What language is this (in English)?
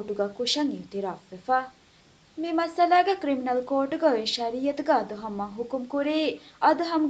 Divehi